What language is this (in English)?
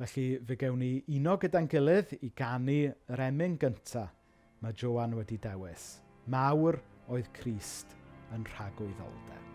Welsh